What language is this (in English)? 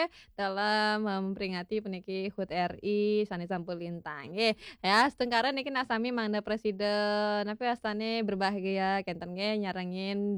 Balinese